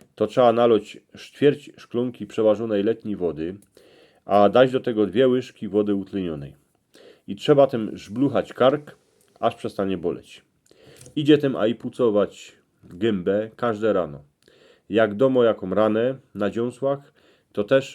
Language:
Silesian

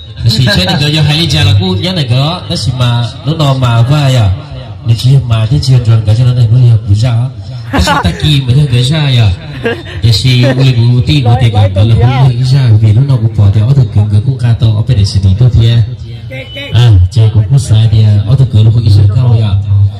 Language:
Hmong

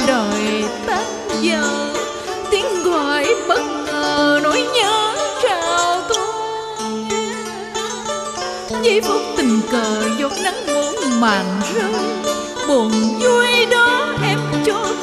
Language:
Vietnamese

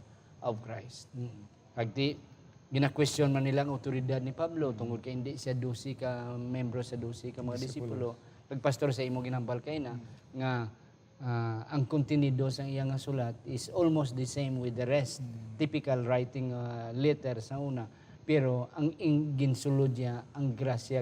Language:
Hiligaynon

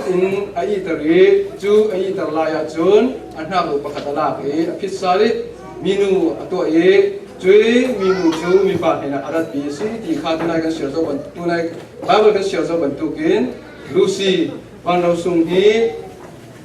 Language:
Falam Chin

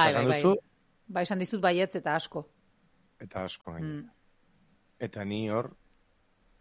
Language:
Basque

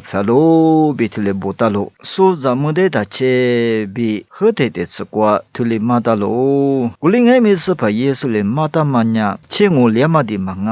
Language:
Lisu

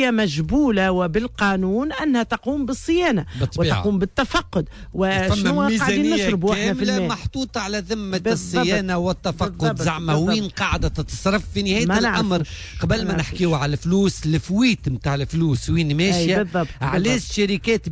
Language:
Tunisian Arabic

